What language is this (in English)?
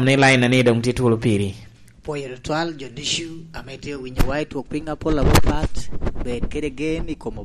Lango (Uganda)